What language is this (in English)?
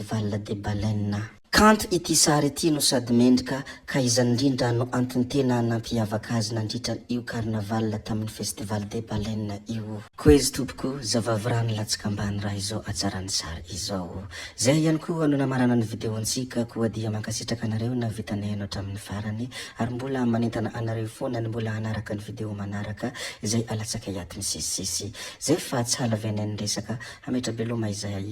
Malagasy